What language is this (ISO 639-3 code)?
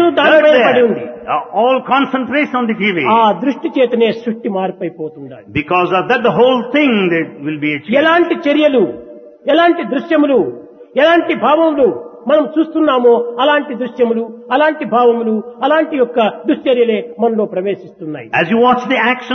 tel